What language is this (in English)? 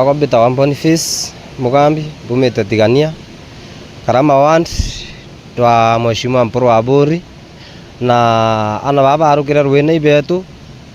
Meru